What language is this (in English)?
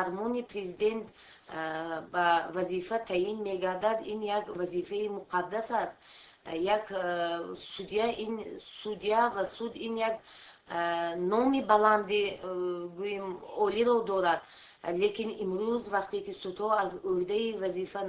Tajik